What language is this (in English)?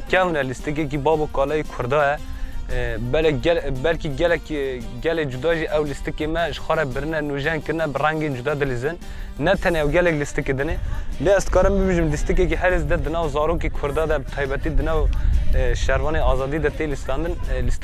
Kurdish